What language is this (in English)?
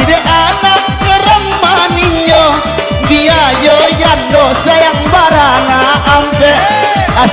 Minangkabau